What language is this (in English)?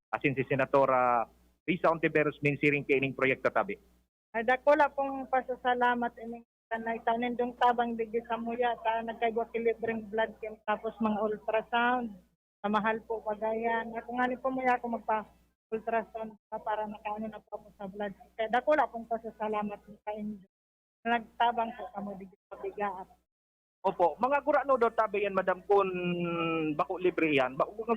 Bikol